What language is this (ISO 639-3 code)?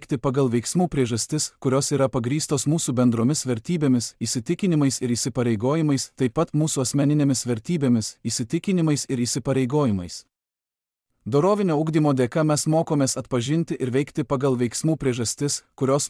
lit